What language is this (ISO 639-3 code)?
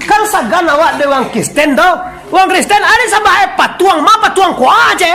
min